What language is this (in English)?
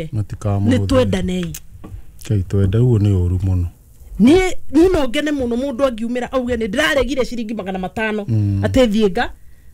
Kikuyu